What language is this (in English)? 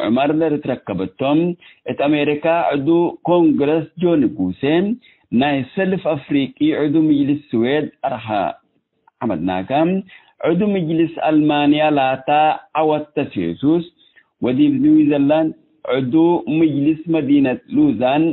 Tigre